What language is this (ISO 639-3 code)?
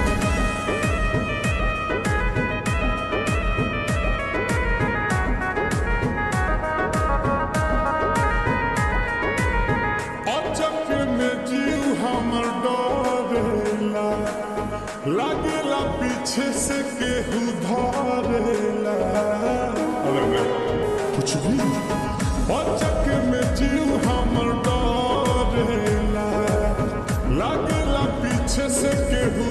bho